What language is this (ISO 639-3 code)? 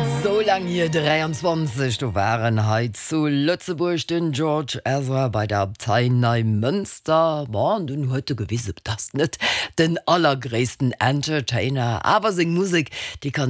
ltz